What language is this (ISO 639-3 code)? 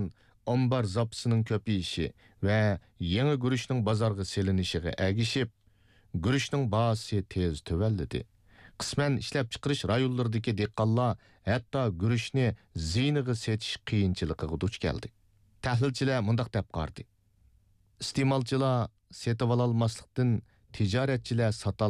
uig